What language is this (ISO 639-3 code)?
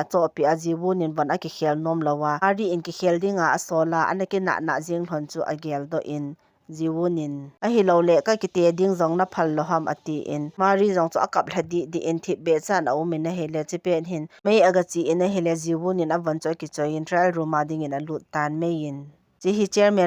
tcz